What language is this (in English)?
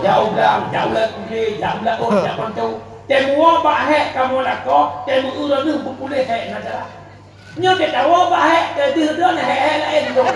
Achinese